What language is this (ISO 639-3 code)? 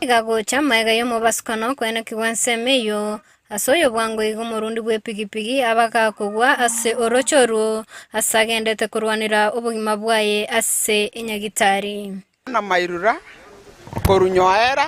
guz